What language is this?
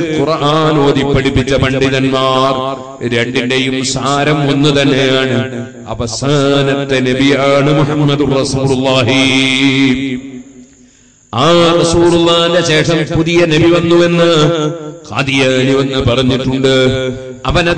Malayalam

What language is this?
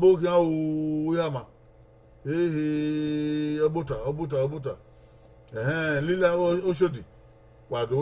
Bini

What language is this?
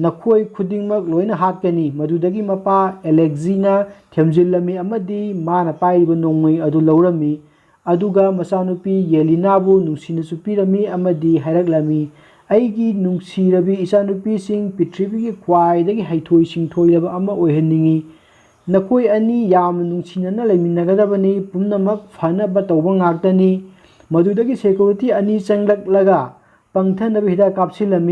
Manipuri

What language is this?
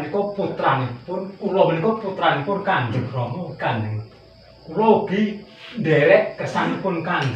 Javanese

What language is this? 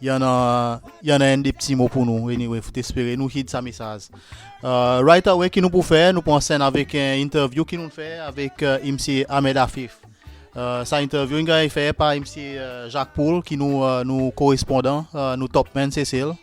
Seselwa Creole French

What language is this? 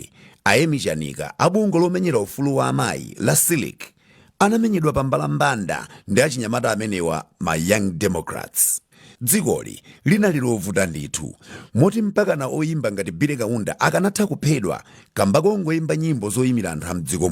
Nyanja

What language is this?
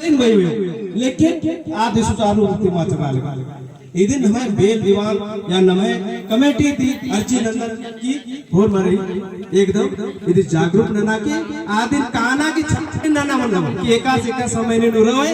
Kurukh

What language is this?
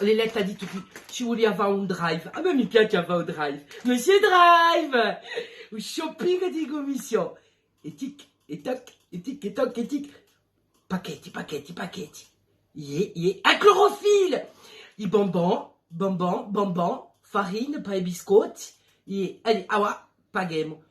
Corsican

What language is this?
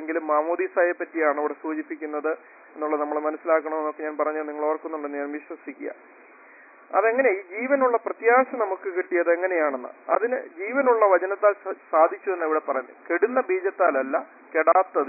Malayalam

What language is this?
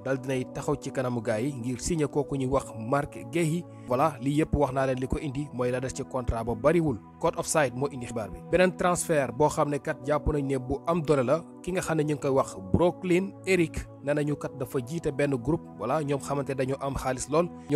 Wolof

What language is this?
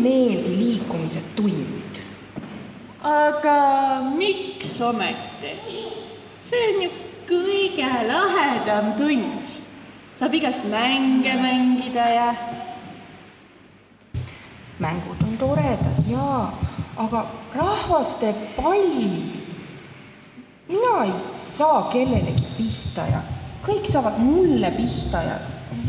Estonian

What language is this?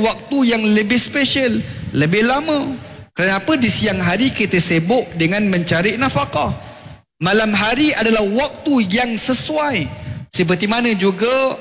Malay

